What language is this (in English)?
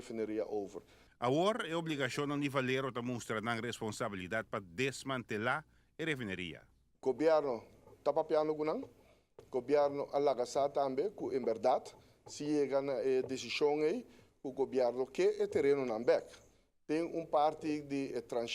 Papiamento